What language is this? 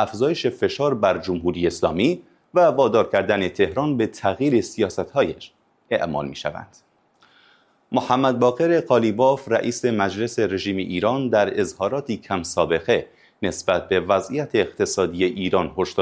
Persian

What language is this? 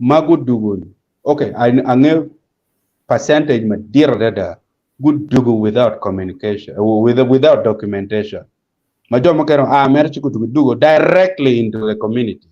Acoli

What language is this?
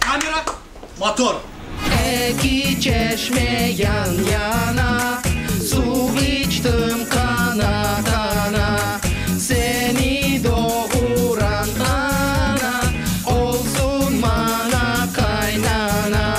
Crimean Tatar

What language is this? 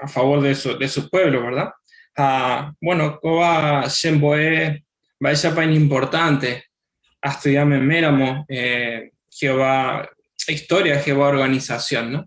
Guarani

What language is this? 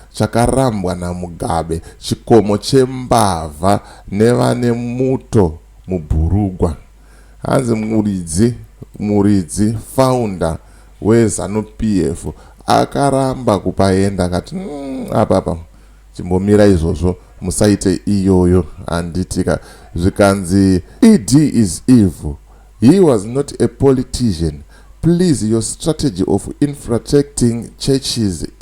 Shona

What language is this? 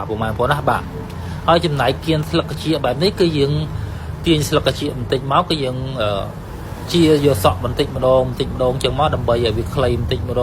Khmer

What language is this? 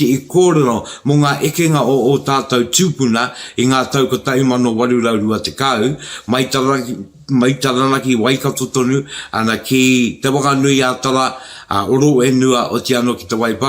Māori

